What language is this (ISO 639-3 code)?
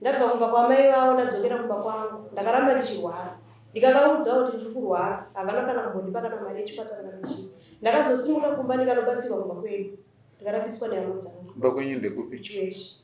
sna